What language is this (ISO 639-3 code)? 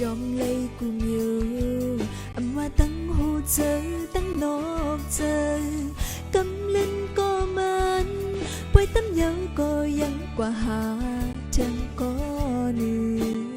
shn